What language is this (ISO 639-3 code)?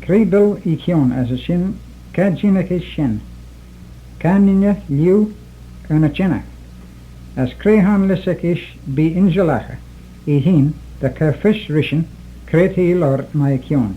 glv